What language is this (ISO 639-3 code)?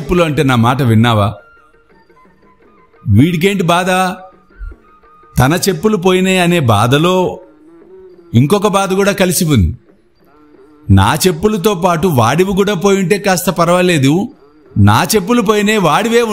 tel